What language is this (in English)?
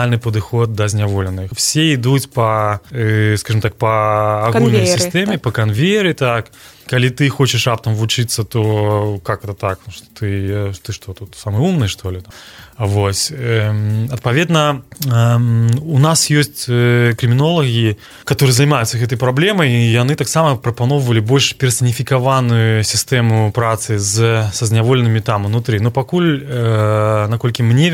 Belarusian